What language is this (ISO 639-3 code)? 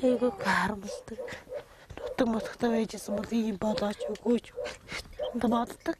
mon